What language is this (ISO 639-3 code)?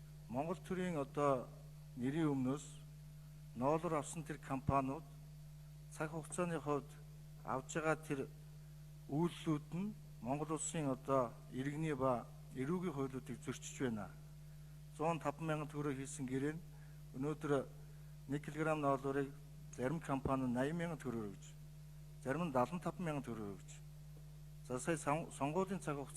mon